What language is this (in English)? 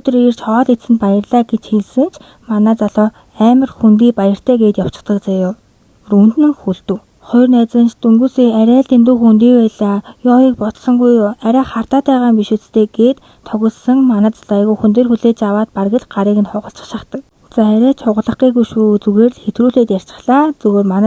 Mongolian